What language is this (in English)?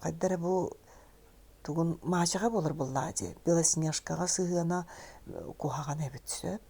Yakut